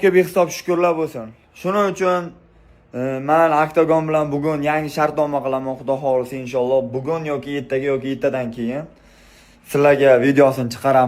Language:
Uzbek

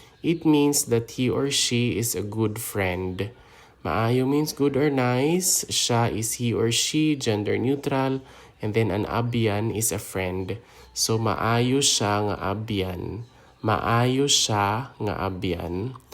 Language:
Hiligaynon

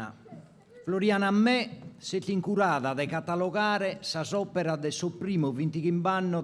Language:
Sardinian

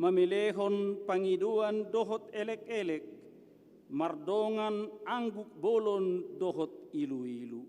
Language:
Batak Toba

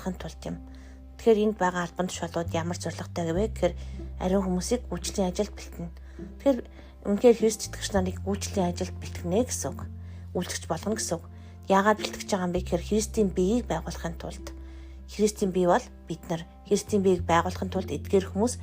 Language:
Mongolian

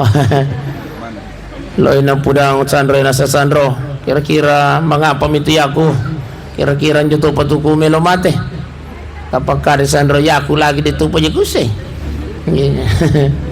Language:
Buginese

